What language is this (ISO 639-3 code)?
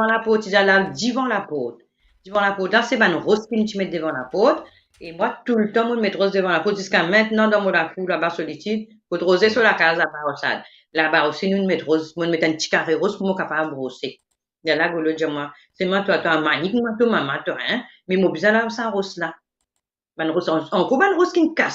mfe